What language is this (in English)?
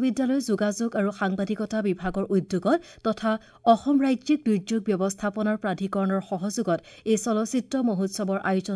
Assamese